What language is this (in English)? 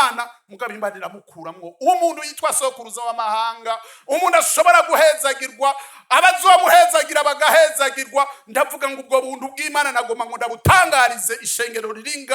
Rundi